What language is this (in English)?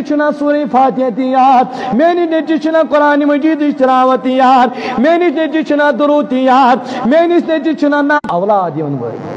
Kashmiri